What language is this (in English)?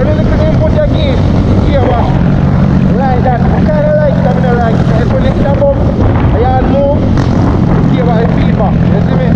Jamaican Creole English